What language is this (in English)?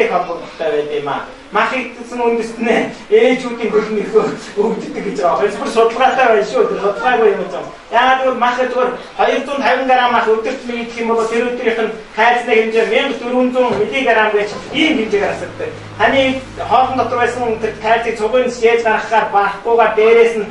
Mongolian